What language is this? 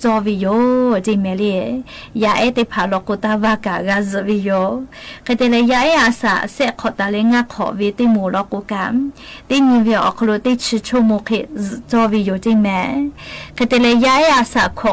Lahu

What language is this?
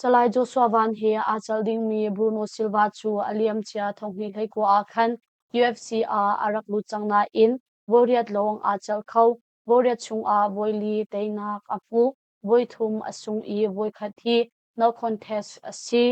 Hakha Chin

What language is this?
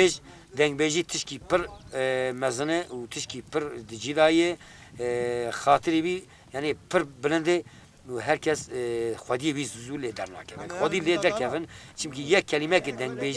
Kurdish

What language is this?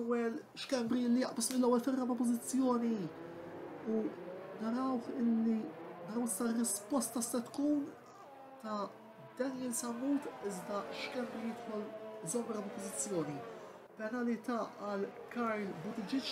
Maltese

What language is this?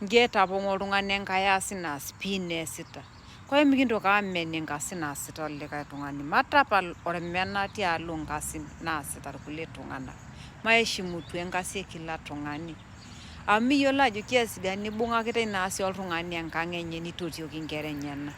Masai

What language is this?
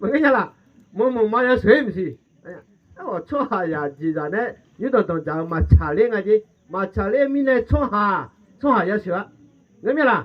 Akha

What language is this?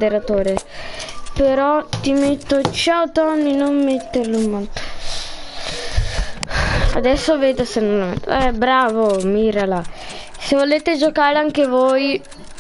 Italian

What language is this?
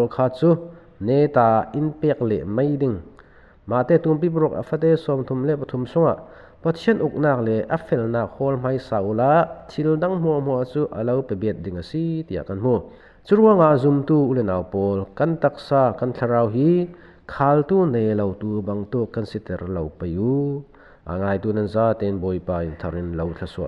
Falam Chin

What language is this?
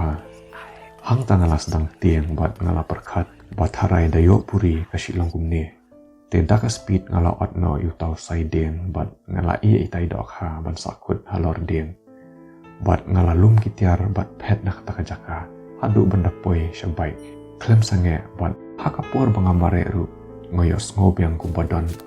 Khasi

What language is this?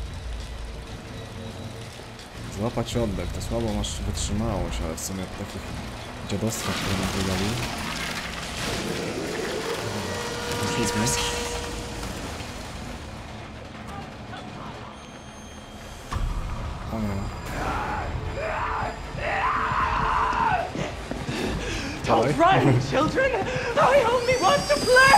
Polish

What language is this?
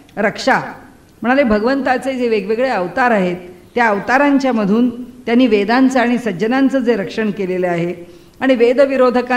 Marathi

